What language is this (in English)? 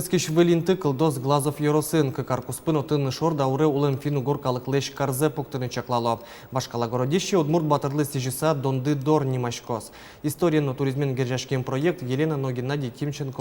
Udmurt